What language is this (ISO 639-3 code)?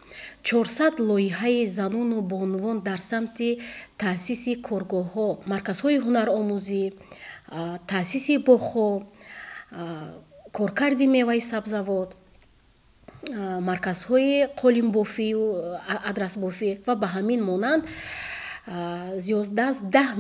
tgk